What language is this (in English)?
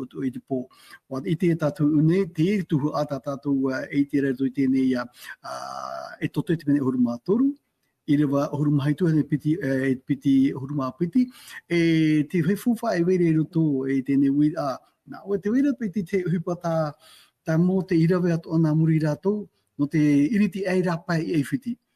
Tahitian